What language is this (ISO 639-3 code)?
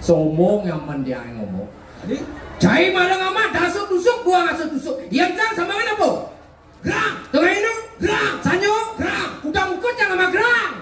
ban